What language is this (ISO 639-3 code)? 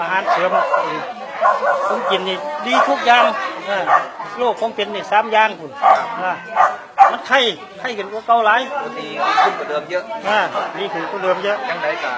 tts